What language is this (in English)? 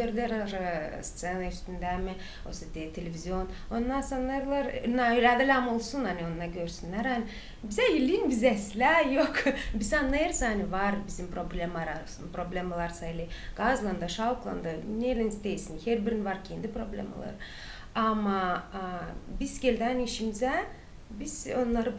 Gagauz